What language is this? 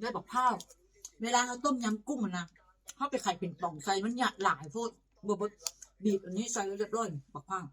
Northeastern Thai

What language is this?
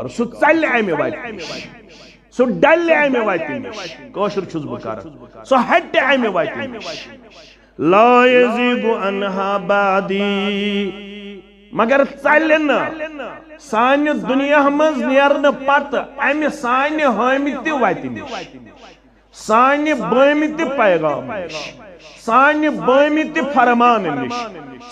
Kashmiri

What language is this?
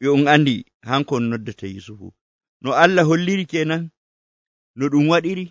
Nigerian Fulfulde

